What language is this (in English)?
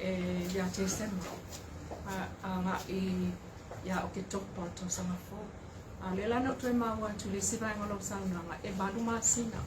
Samoan